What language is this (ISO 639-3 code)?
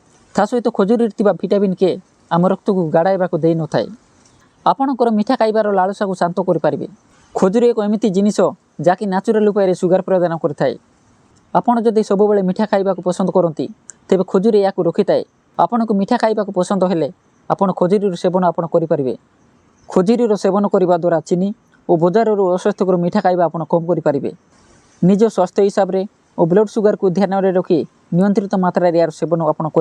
ori